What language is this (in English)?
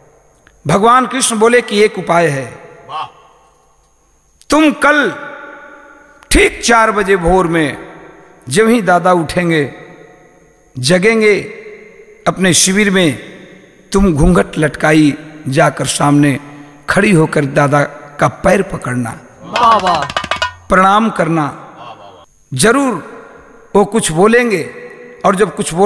Bhojpuri